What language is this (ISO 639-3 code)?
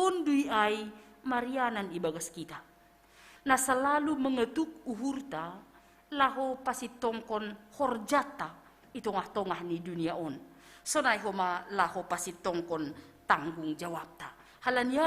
bts